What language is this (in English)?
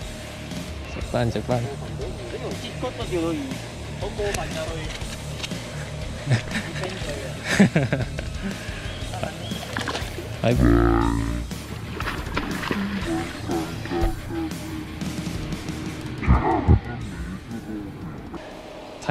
Malay